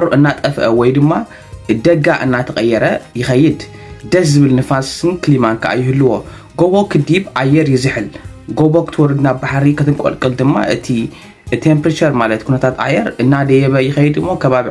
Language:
Tigrinya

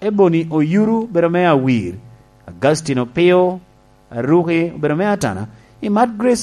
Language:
Lango (Uganda)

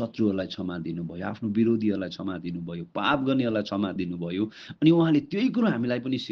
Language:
Nepali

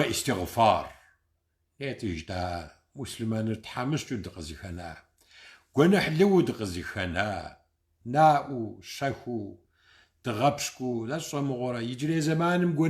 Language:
Kabardian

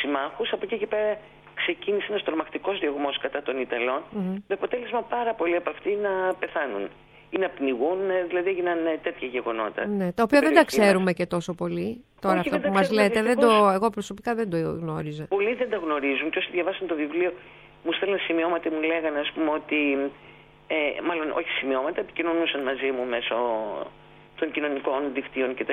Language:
Greek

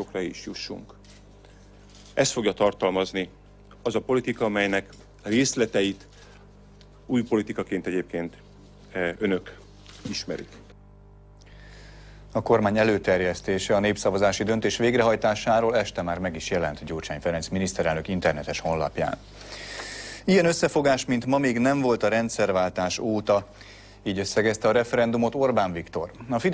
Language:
Hungarian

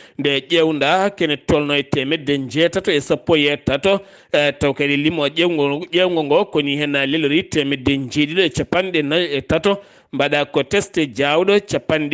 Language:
Fula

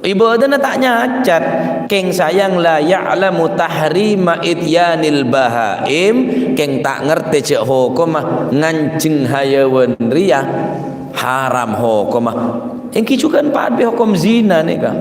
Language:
Madurese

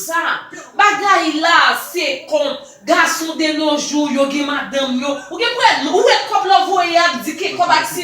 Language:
Haitian Creole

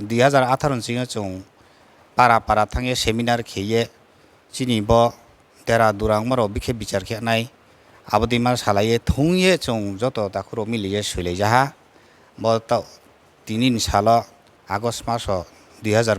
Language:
Riang (India)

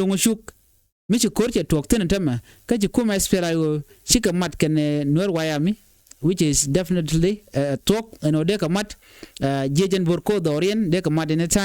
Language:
Nuer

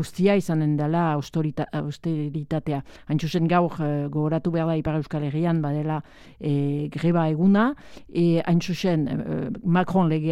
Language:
Basque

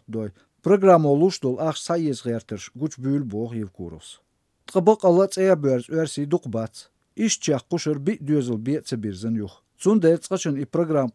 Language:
Azerbaijani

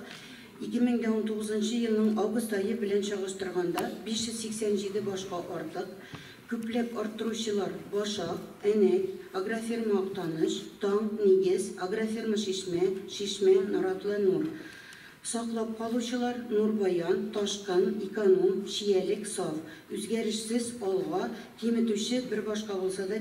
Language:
Tatar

